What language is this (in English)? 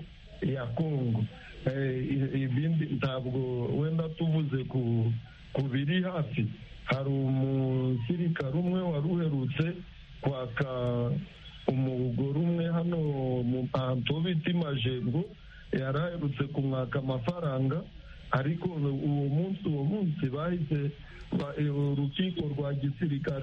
Kinyarwanda